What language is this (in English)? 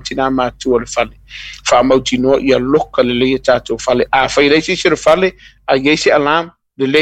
Samoan